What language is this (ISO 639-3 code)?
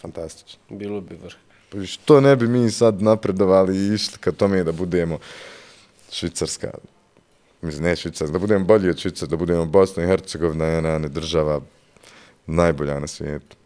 bos